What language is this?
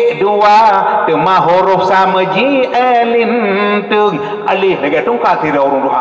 Achinese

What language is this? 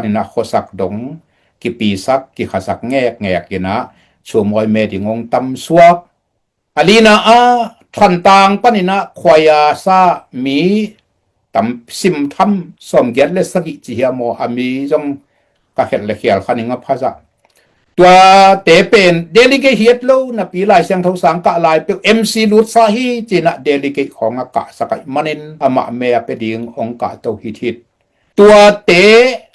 Tedim Chin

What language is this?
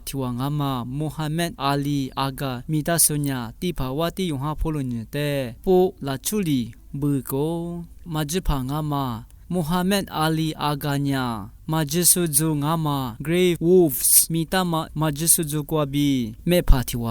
Lisu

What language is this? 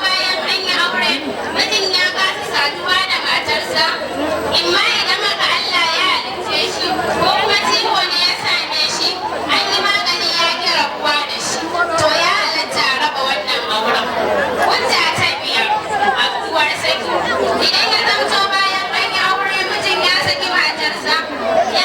Hausa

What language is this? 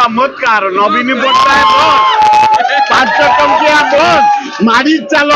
Odia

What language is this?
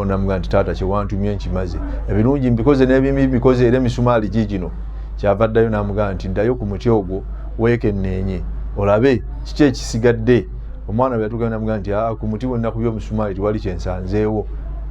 Ganda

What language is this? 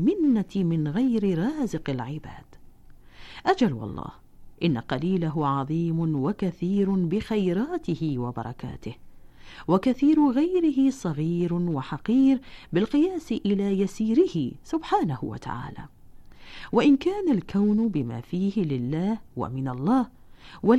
Arabic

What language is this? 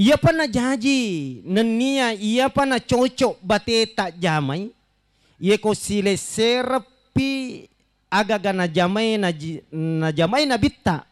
Buginese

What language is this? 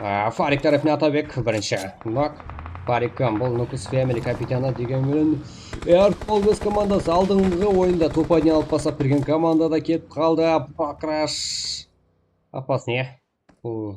Kara-Kalpak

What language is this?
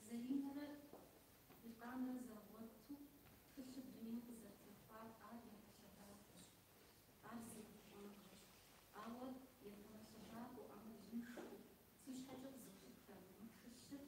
Kabardian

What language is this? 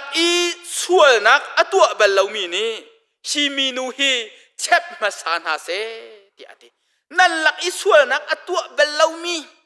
Hakha Chin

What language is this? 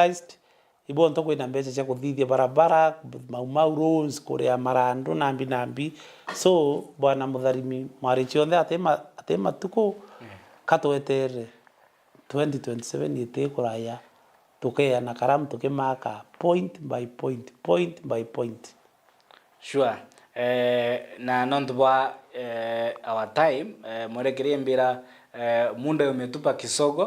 Meru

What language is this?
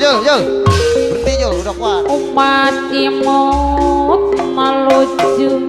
Betawi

